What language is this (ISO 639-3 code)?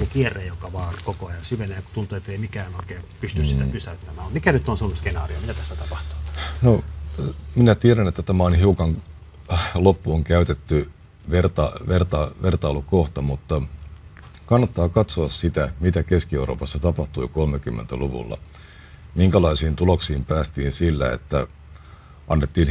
fin